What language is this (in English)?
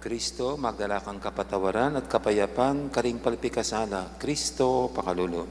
Pampanga